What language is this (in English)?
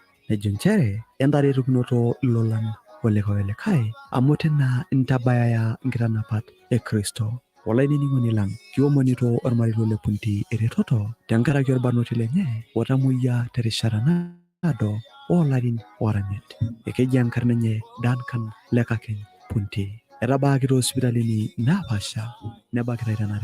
Masai